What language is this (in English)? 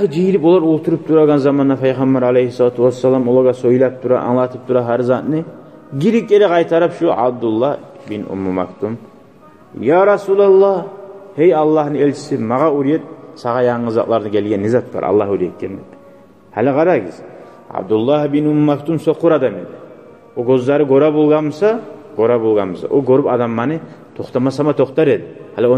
Kumyk